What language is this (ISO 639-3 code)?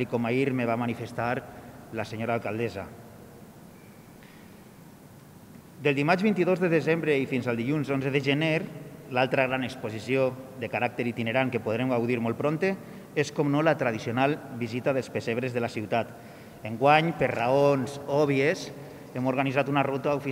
cat